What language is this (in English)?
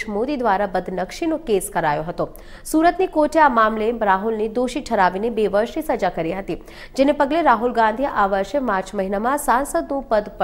Gujarati